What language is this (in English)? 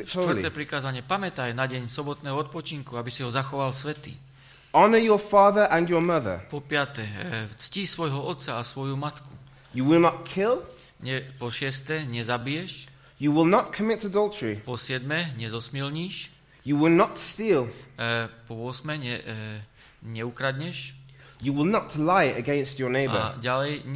Slovak